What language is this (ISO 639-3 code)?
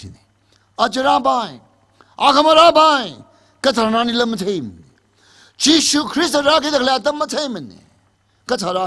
nmf